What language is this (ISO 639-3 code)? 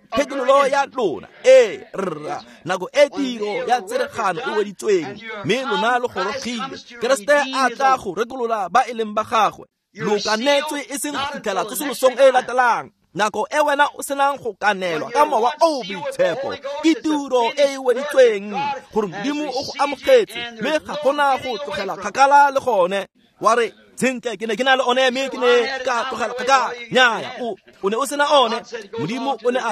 tsn